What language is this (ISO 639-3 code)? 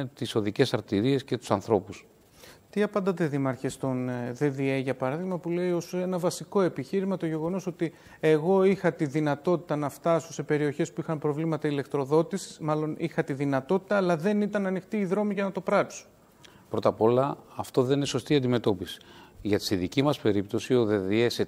ell